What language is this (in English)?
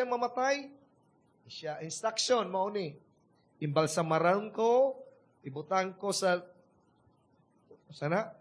Cebuano